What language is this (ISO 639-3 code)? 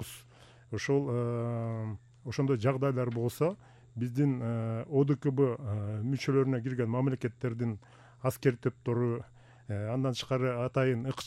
kir